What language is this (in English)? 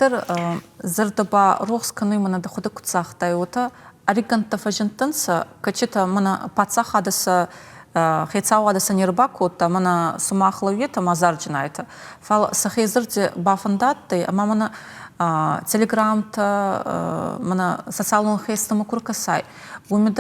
Ossetic